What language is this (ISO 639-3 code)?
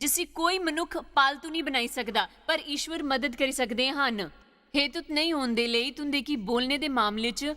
doi